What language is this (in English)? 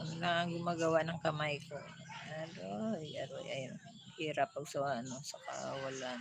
Hiligaynon